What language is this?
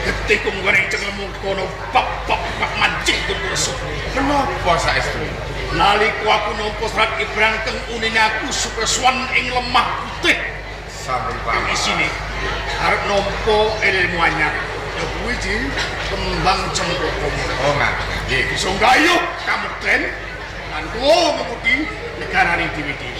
Javanese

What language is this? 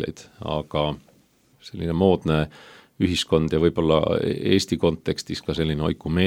Estonian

